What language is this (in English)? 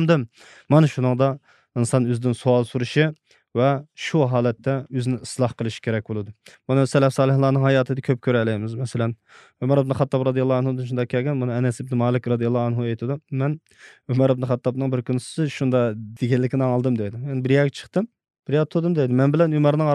Uyghur